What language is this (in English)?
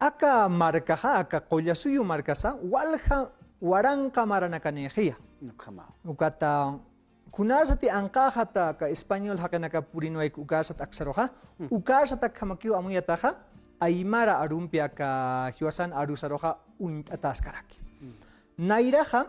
Aymara